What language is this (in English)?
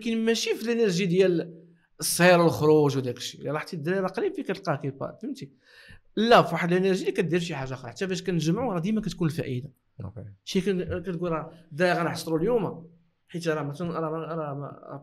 Moroccan Arabic